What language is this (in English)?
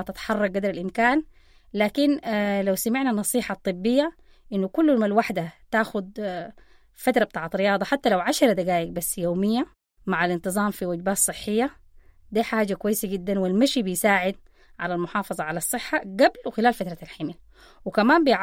Sudanese Arabic